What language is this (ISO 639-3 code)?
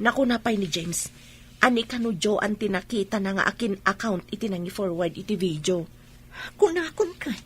ilo